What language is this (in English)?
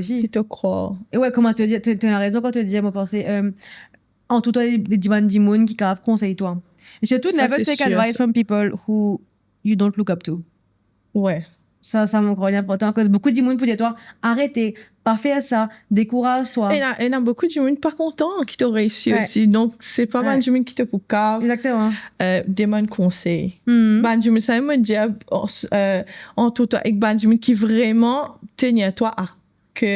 Morisyen